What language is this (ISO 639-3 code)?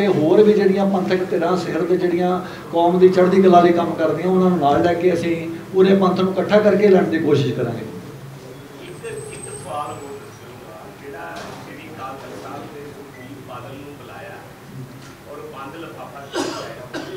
pan